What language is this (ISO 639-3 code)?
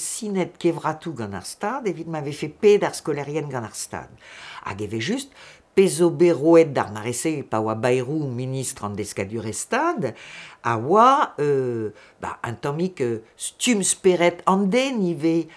bre